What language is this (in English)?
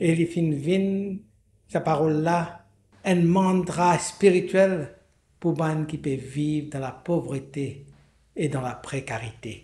Morisyen